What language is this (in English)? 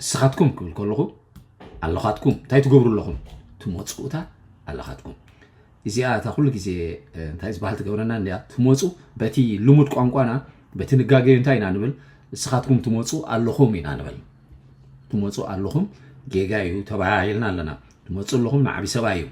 Tigrinya